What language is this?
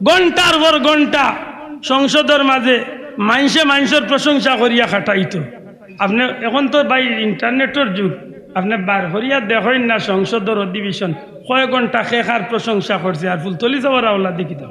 Sylheti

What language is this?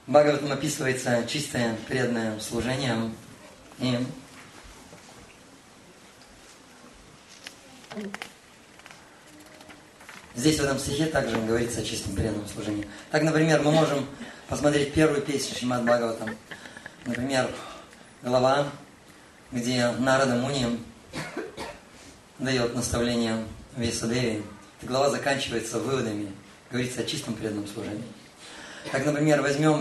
Russian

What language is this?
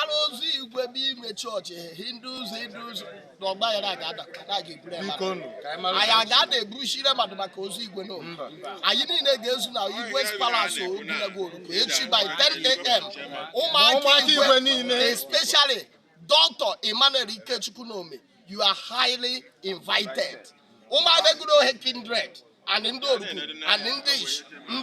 Igbo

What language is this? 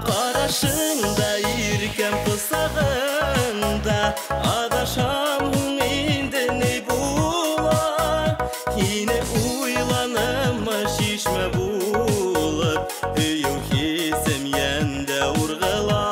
Bashkir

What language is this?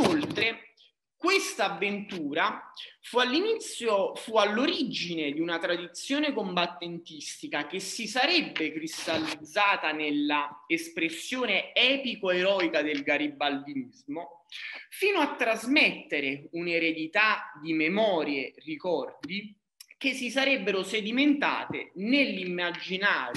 Italian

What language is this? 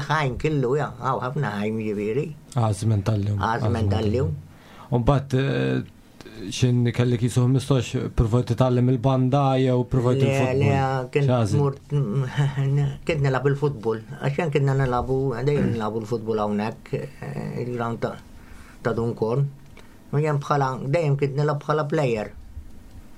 Maltese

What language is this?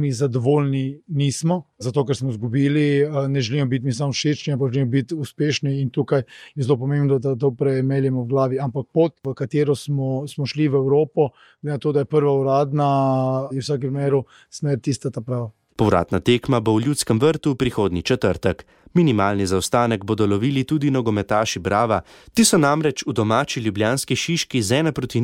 Slovenian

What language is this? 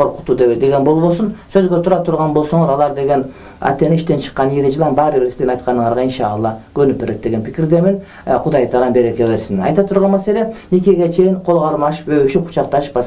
Kyrgyz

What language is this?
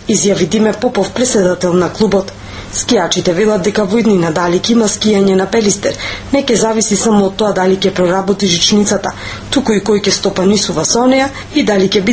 Macedonian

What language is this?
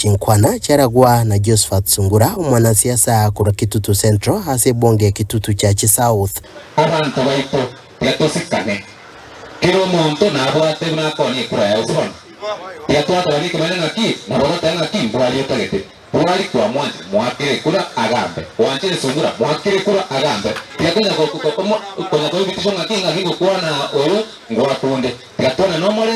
Gusii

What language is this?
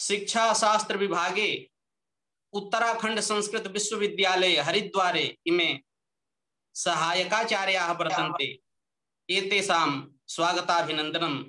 Sanskrit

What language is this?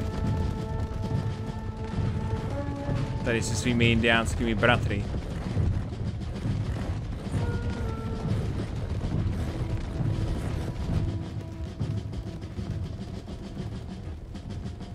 Czech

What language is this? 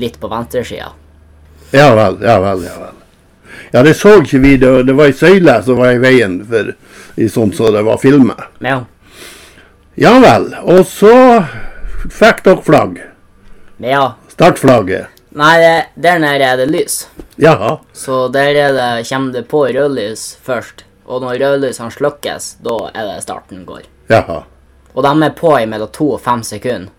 Norwegian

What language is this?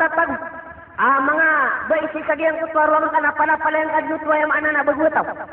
Maranao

